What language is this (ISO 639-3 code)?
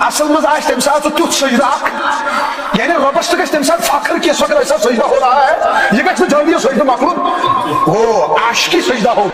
kas